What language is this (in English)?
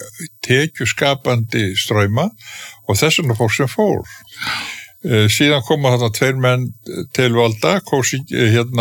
Icelandic